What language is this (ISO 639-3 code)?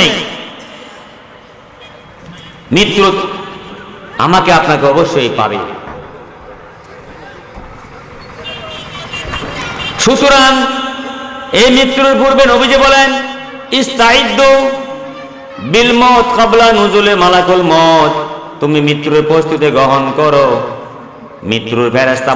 ben